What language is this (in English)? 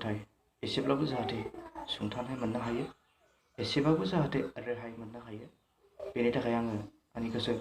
Bodo